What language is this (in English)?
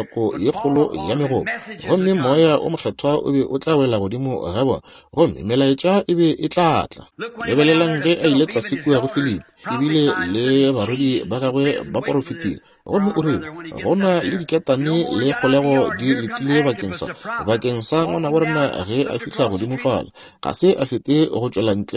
Northern Sotho